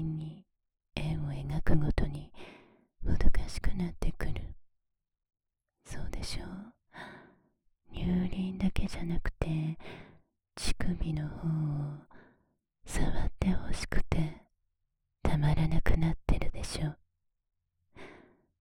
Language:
Japanese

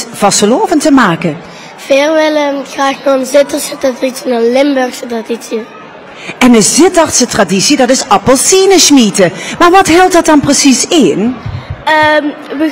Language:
Limburgish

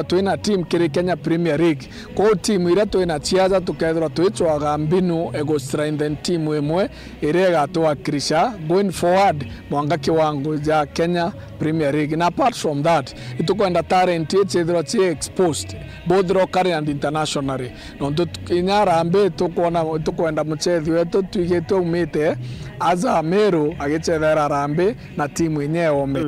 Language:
Meru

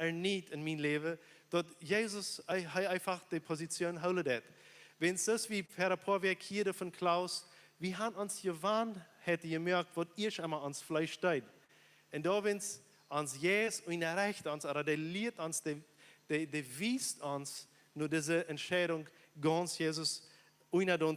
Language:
Plautdietsch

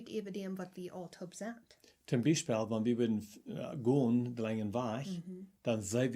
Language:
Plautdietsch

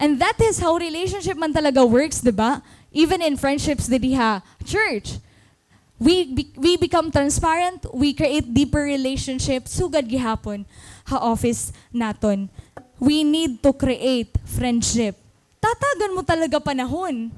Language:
Waray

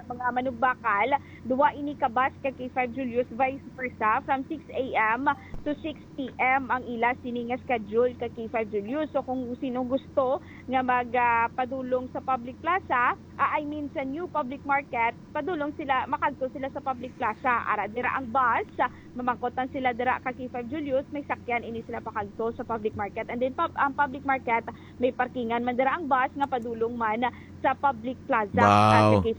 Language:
Hiligaynon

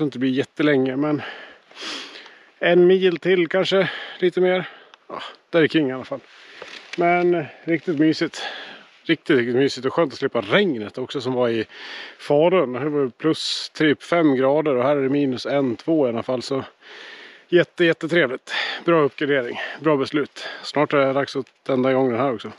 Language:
Swedish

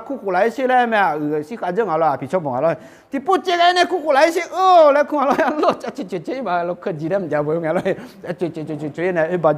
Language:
Akha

